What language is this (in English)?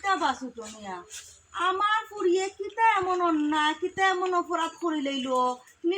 Sylheti